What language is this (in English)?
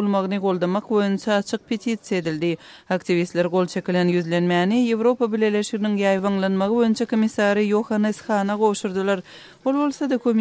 Turkmen